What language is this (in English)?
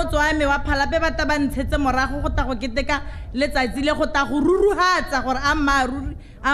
Tswana